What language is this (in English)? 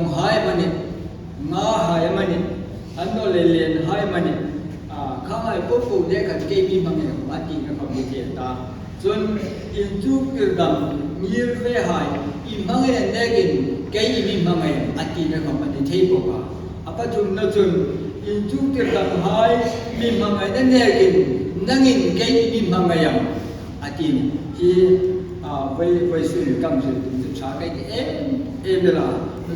Hmar